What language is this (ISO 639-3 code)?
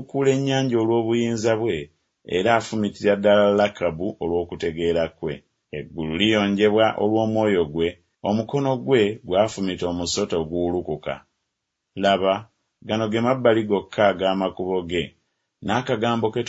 lug